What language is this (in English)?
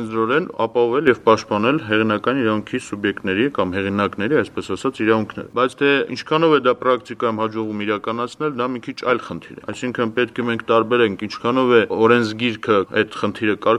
Armenian